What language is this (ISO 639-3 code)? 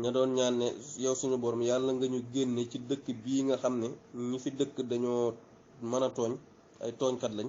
wol